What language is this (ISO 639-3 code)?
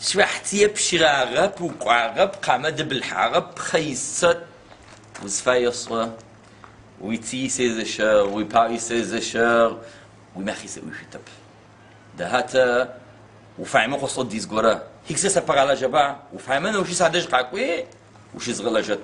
ady